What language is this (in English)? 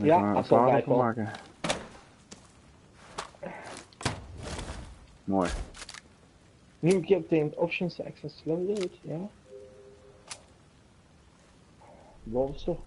Dutch